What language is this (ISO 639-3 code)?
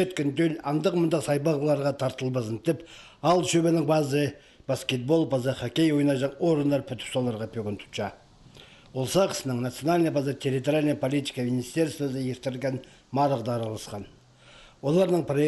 kjh